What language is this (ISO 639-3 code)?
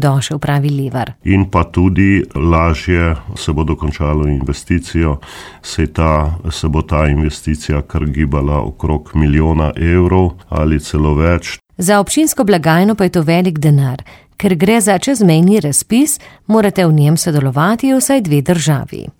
slv